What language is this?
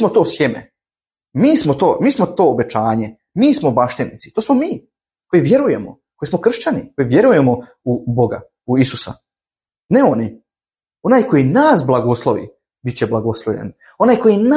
Croatian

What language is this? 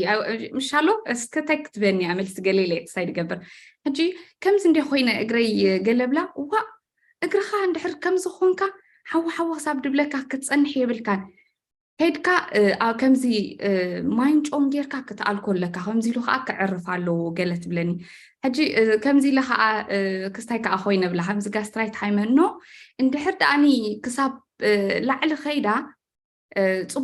Tigrinya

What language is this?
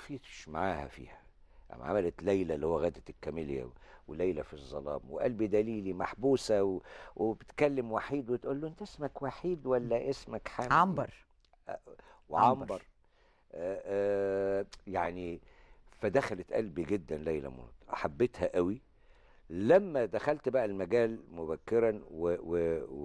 Egyptian Arabic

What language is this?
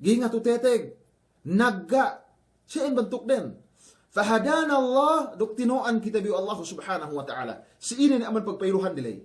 Yakan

